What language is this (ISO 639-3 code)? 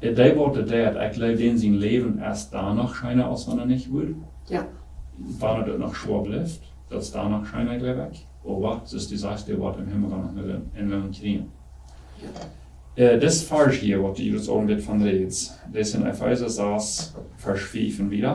pdt